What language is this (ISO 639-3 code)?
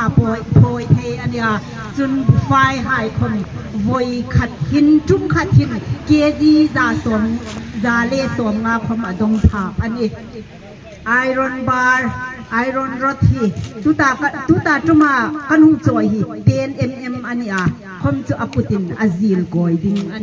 hmr